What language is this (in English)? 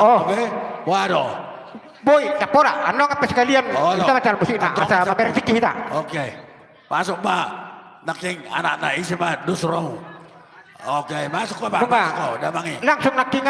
Batak Toba